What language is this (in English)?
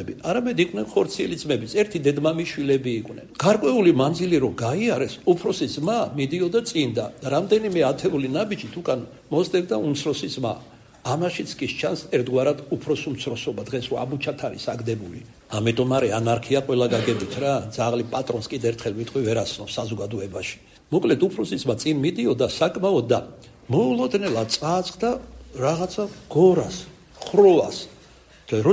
Georgian